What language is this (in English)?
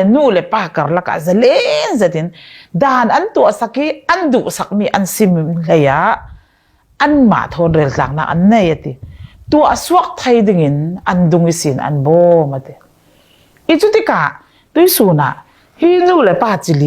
Falam Chin